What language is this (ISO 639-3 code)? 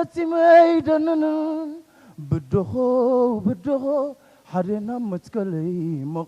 tir